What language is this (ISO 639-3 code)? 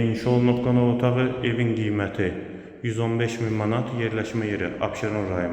aze